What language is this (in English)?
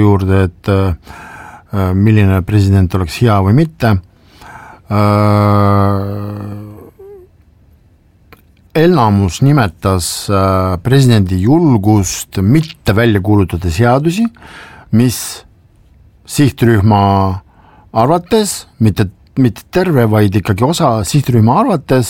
Estonian